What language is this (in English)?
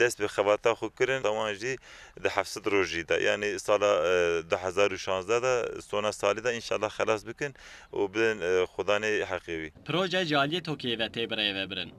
Kurdish